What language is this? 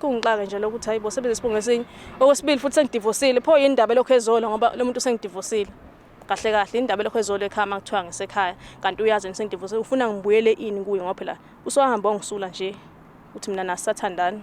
Zulu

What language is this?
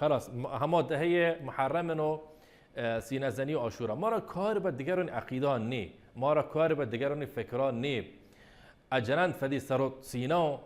Baluchi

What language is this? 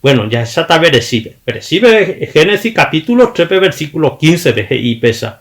Guarani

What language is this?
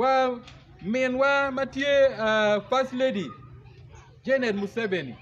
Acoli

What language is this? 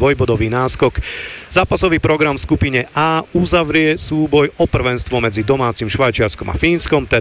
Slovak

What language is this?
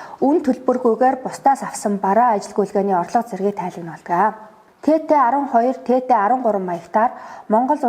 Mongolian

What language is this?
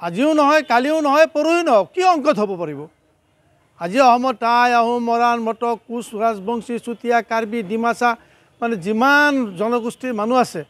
Assamese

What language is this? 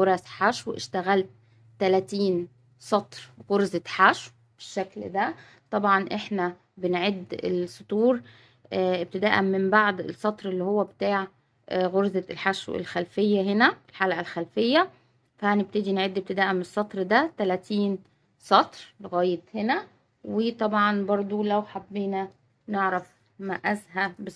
Egyptian Arabic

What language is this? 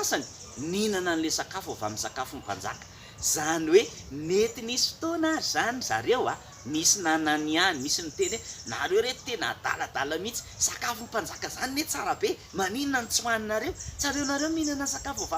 Malagasy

